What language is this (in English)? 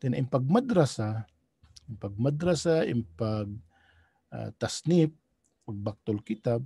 Tausug